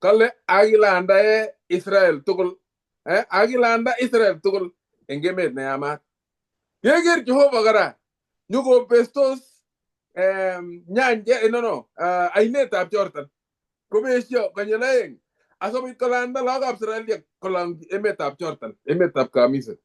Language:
Kalenjin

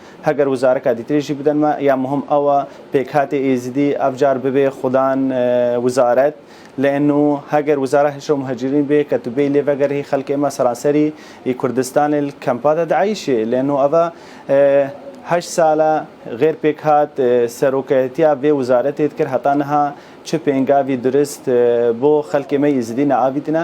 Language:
Kurdish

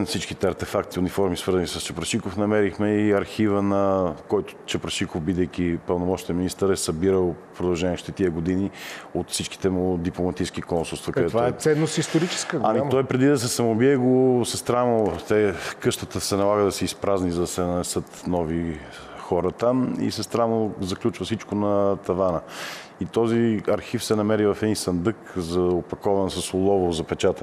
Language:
Bulgarian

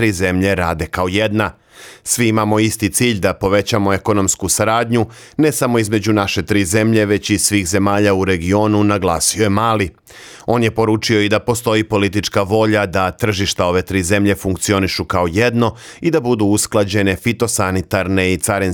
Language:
Serbian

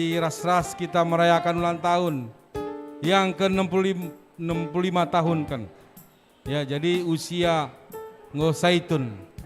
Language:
Batak Karo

